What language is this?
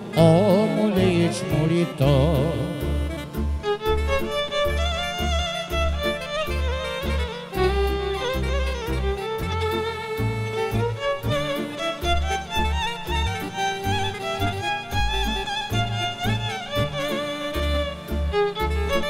Romanian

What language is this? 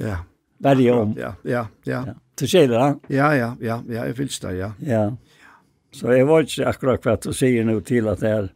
Faroese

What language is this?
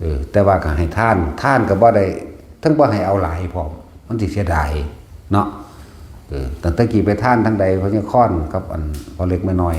Northeastern Thai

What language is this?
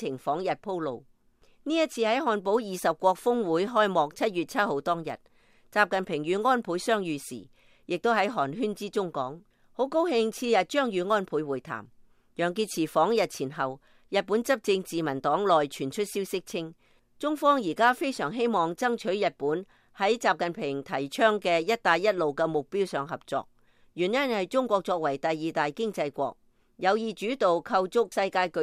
Cantonese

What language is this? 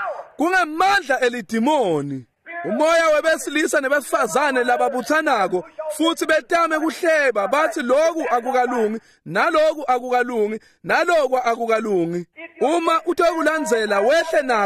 Swati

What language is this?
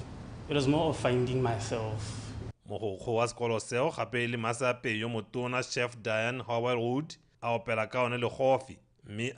Tswana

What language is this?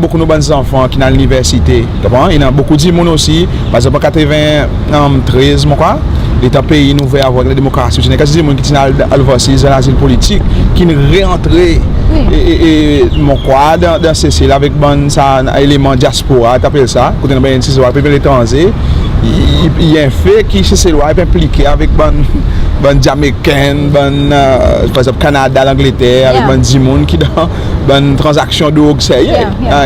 Seselwa Creole French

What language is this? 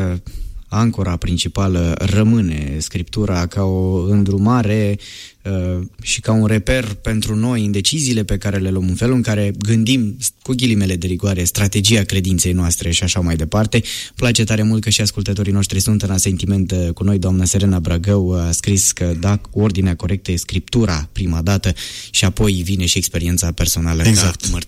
Romanian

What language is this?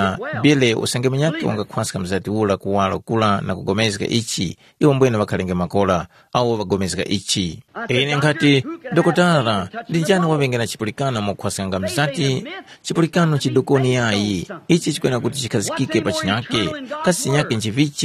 Tumbuka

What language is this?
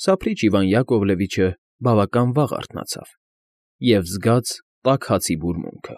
Armenian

